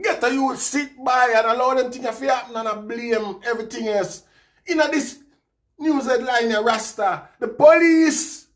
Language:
Jamaican Creole English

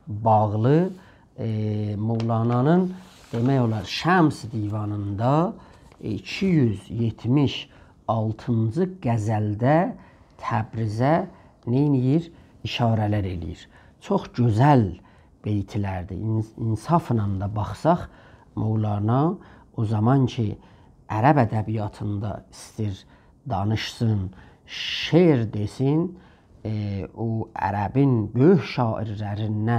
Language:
South Azerbaijani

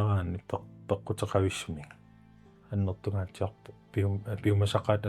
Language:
Kalaallisut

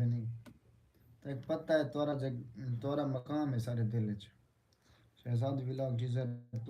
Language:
Saraiki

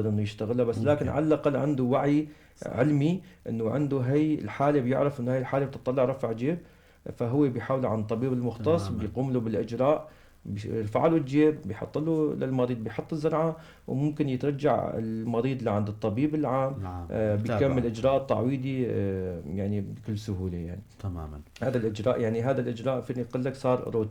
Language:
North Levantine Arabic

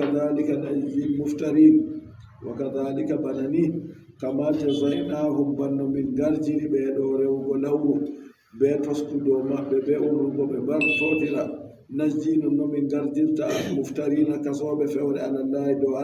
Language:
Adamawa Fulfulde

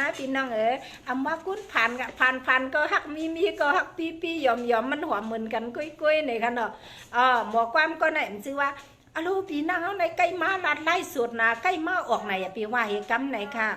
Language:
Shan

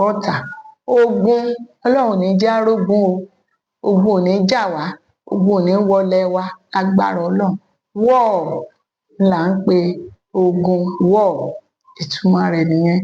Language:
Yoruba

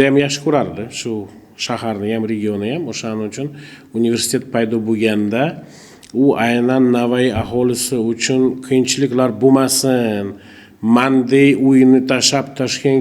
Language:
Uzbek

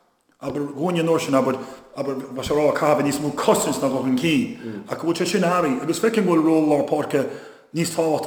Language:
Irish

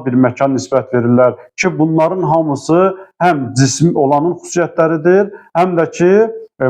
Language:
Azerbaijani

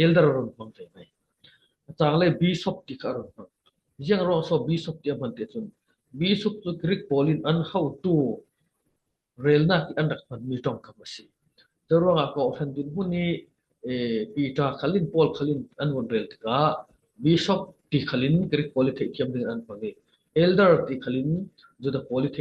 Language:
Falam Chin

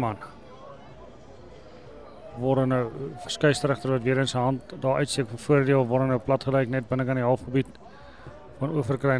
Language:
Afrikaans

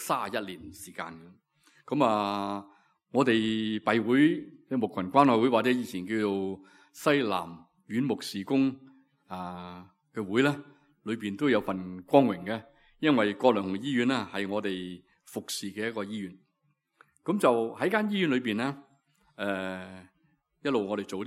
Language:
Cantonese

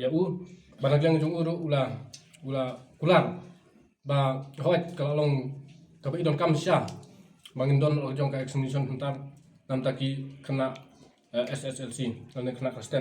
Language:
Khasi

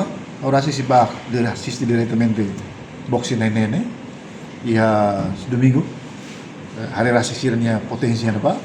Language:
Tetum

